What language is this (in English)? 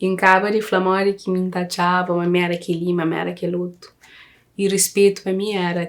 Kabuverdianu